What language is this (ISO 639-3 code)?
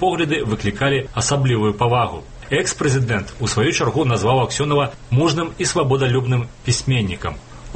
bel